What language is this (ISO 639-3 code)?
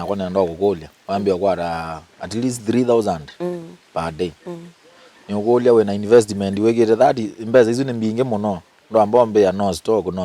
kam